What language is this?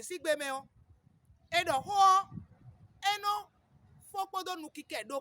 Fon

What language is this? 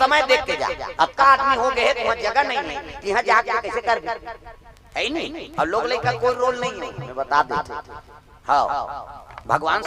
Chhattisgarhi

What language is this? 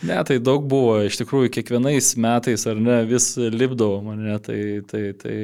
Lithuanian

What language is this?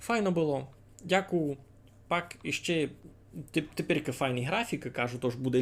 Rusyn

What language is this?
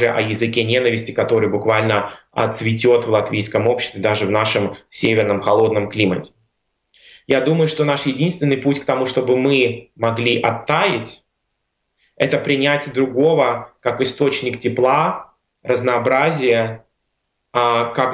Russian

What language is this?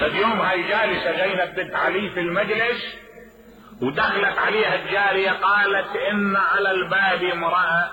Mesopotamian Arabic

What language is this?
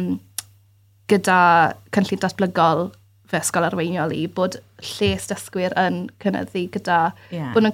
Welsh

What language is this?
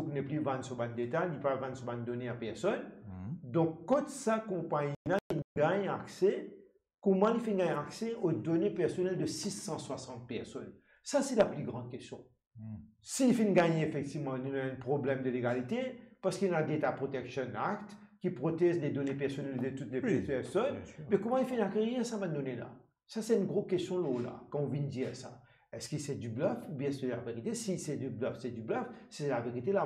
Morisyen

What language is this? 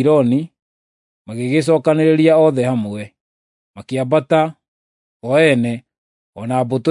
Kikuyu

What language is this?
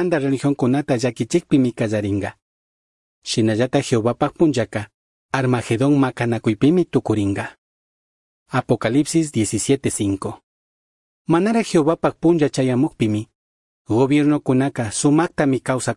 Chimborazo Highland Quichua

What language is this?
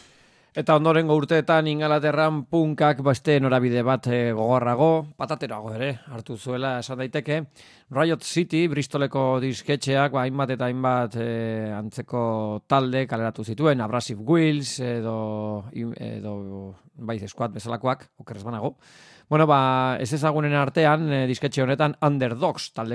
Basque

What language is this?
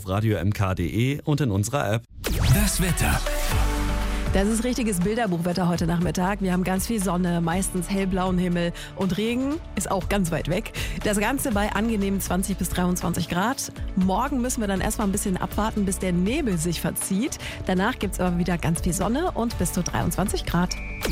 German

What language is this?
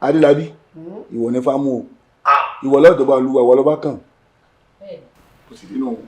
Yoruba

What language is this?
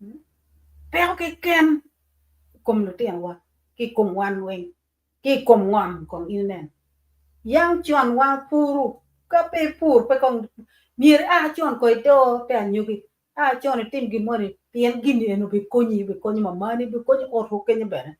Acoli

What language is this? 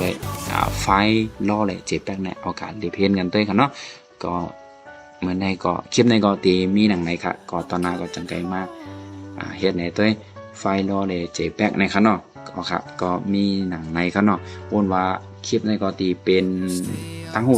Shan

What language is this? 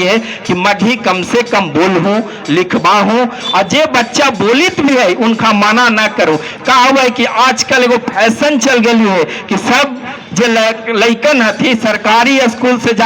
Magahi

